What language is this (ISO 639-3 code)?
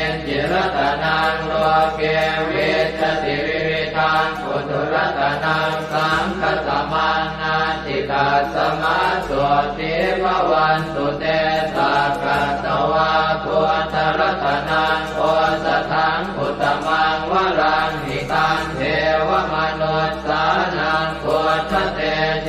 pli